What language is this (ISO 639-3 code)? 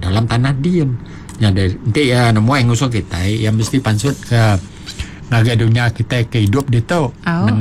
iba